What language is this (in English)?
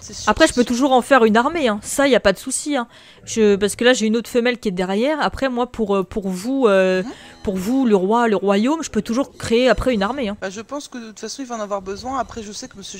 French